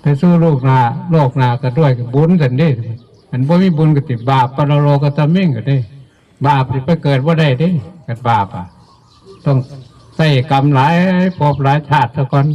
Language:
Northeastern Thai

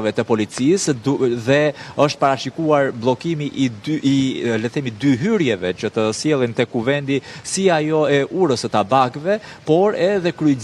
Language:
Albanian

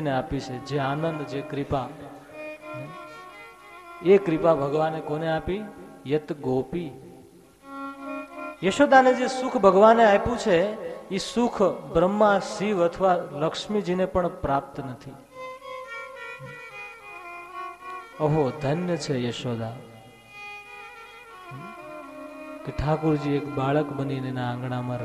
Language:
Gujarati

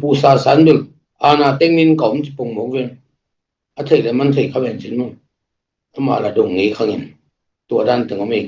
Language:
Tedim Chin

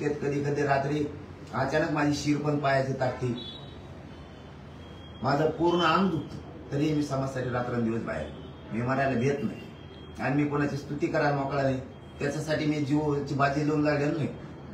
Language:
Marathi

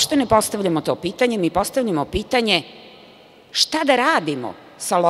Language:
Serbian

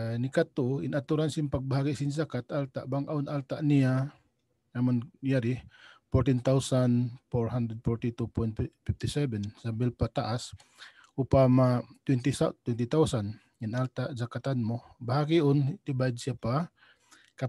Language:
Tausug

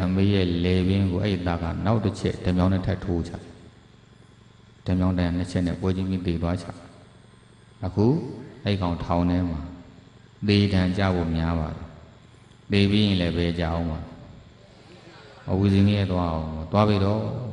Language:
Burmese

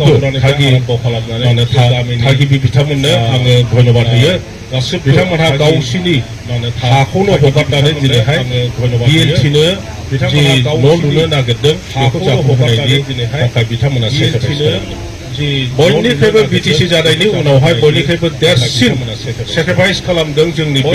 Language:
Bodo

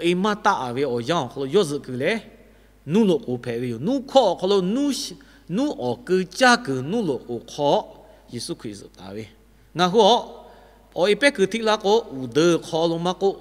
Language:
Lahu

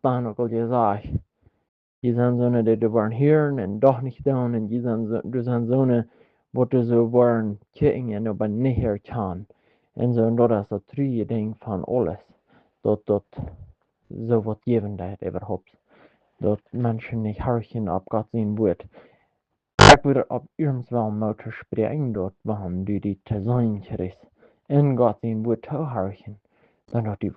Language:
Plautdietsch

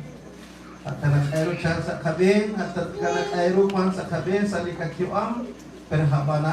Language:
Kekchí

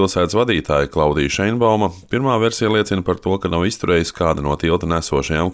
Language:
Latvian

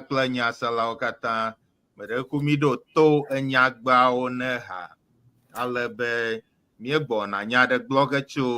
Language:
Ewe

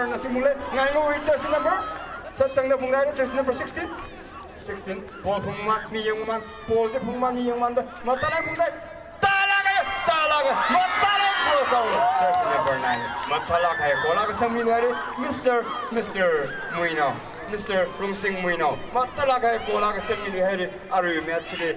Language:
Tangkhul Naga (India)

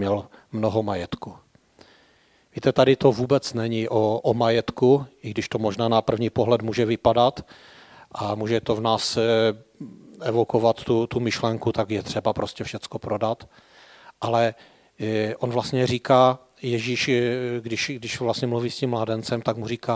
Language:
Czech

